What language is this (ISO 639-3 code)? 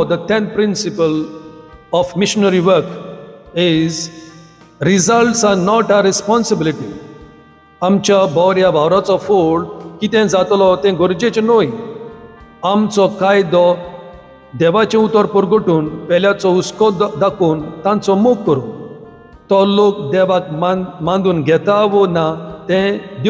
kok